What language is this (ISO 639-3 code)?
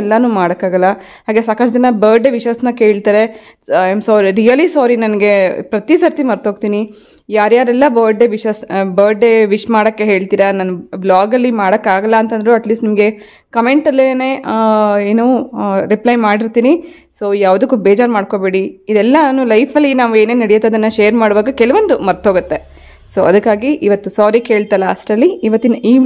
kan